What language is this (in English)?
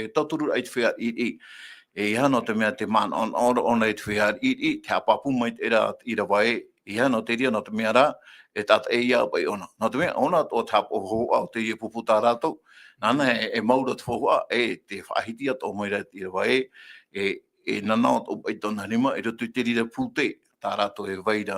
Tahitian